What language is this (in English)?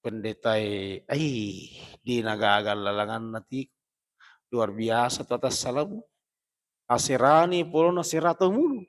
Buginese